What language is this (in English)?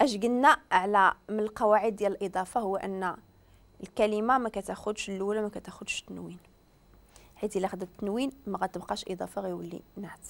Moroccan Arabic